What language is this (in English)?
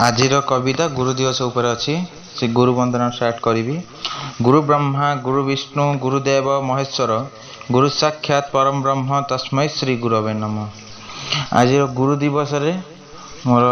Odia